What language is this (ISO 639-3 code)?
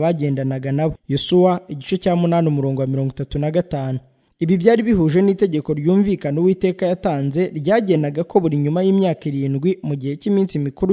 kin